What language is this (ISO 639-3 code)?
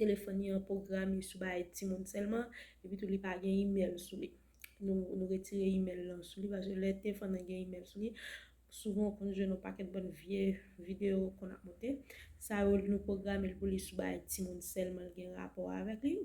hat